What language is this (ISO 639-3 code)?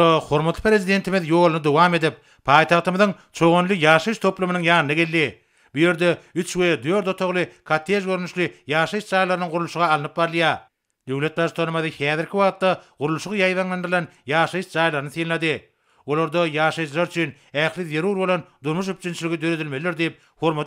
tuk